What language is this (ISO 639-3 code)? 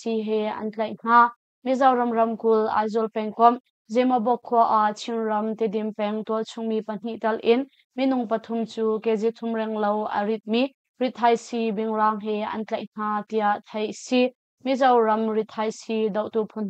cnh